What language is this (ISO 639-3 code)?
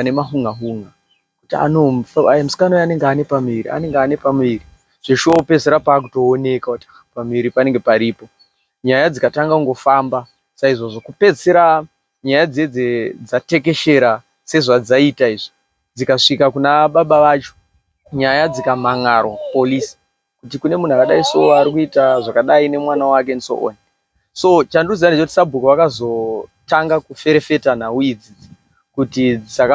sna